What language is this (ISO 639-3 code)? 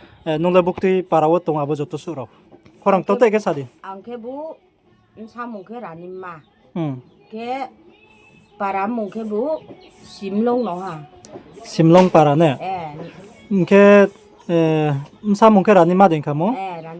ria